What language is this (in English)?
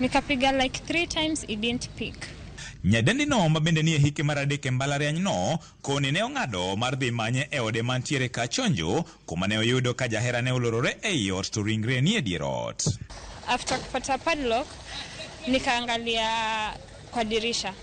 Luo (Kenya and Tanzania)